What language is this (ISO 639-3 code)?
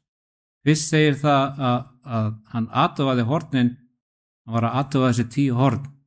isl